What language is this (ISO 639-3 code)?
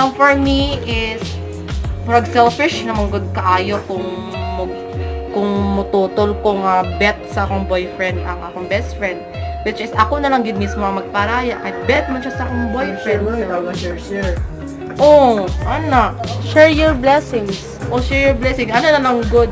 ceb